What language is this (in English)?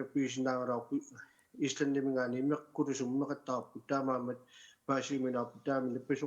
Kalaallisut